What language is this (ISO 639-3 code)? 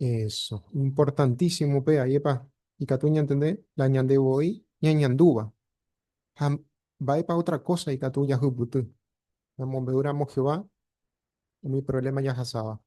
grn